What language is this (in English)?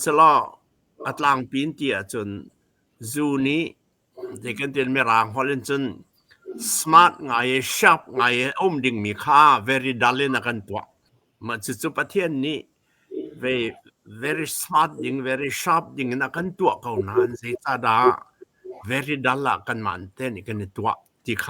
Hakha Chin